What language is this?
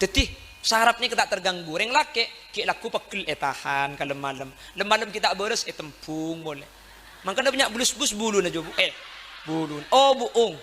Madurese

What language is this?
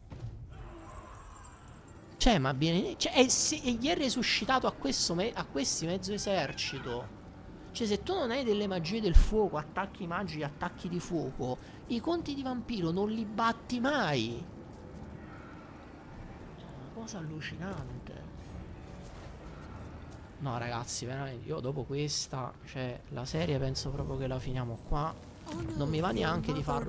Italian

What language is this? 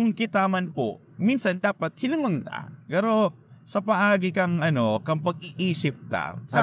Bikol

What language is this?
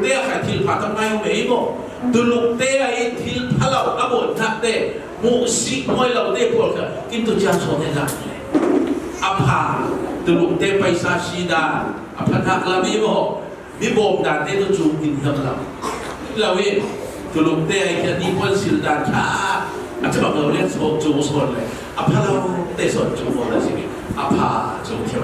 Falam Chin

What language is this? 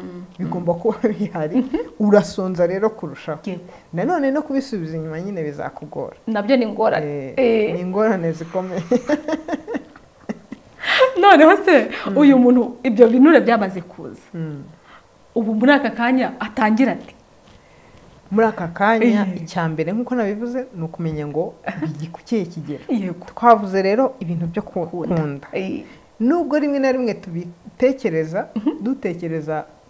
Kinyarwanda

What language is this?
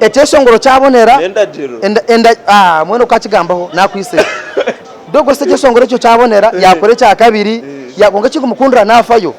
Nyankole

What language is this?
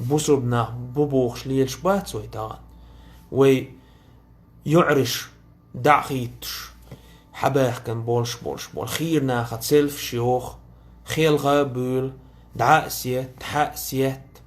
Chechen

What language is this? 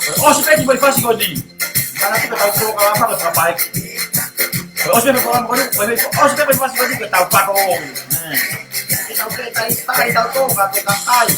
Tongan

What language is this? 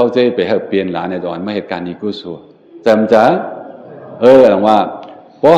Shan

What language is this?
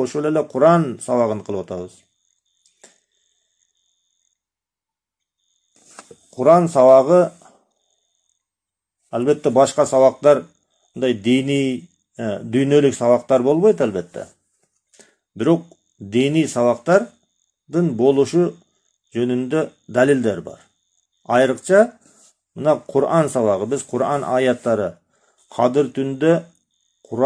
Kyrgyz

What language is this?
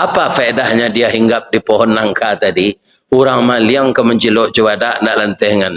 Minangkabau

